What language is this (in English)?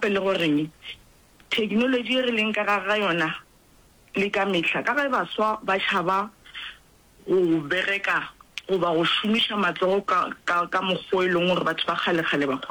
Northern Sotho